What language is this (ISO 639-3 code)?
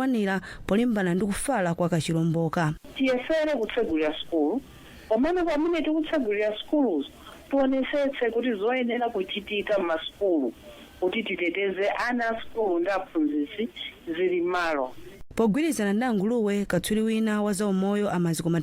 nya